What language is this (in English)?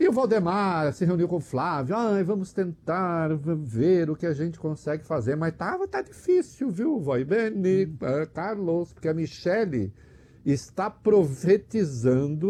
Portuguese